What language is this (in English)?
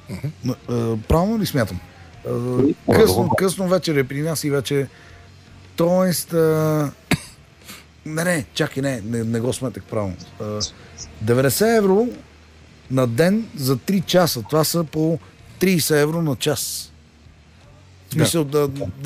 Bulgarian